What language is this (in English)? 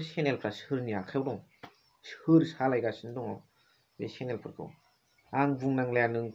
Bodo